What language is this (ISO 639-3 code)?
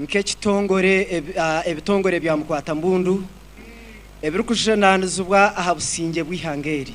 nyn